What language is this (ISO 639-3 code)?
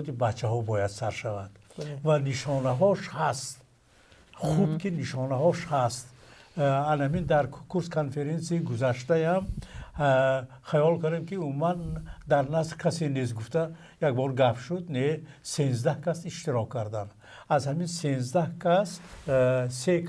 tgk